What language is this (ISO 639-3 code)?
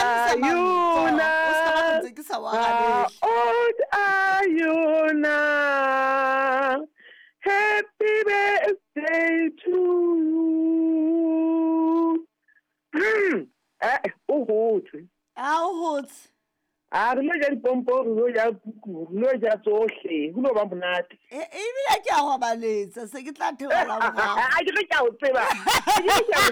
sot